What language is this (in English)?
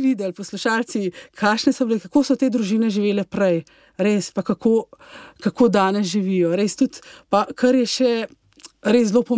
Slovenian